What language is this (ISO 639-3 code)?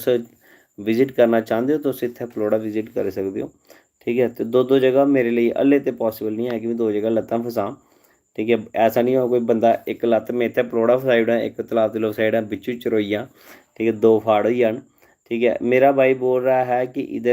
doi